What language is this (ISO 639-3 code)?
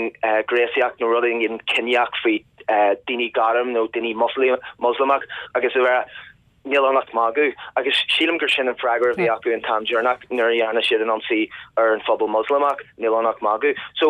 gle